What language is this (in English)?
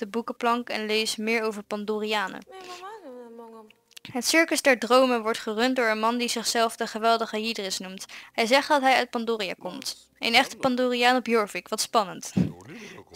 Dutch